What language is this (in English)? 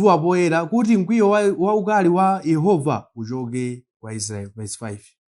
Nyanja